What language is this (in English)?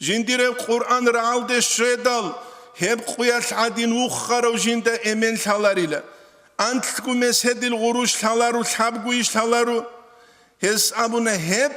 Avaric